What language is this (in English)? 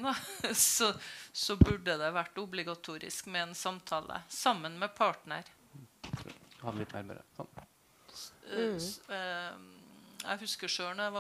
Norwegian